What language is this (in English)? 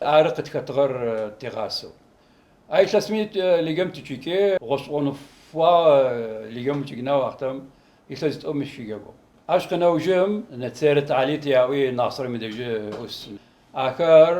Adyghe